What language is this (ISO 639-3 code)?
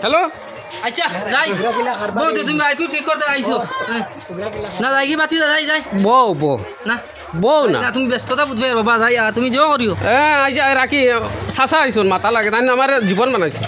syl